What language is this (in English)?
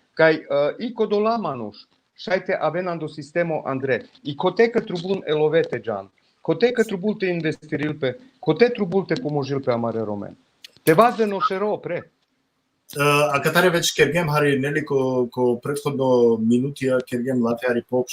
Balkan Romani